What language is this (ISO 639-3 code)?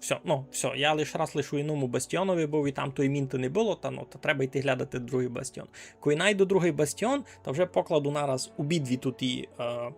rue